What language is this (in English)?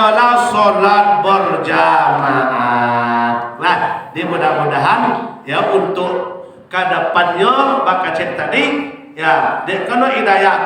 Minangkabau